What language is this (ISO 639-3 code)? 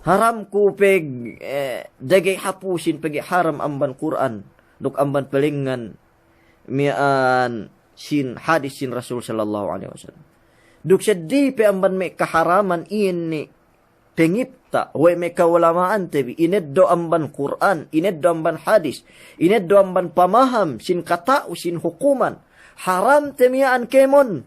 yka